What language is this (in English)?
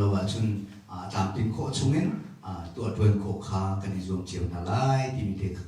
Hakha Chin